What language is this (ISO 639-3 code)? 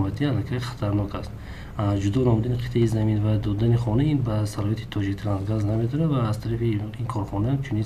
tgk